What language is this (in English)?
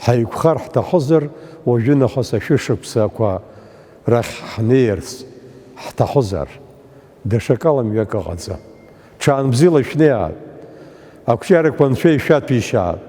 Abkhazian